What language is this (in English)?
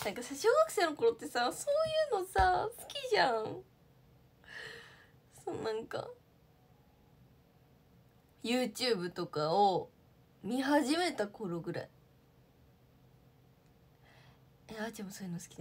Japanese